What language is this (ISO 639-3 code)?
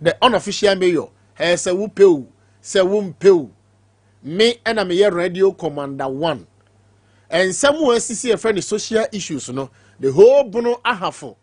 aka